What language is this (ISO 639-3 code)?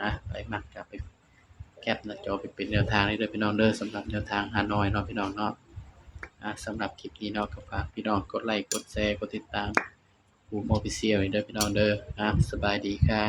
tts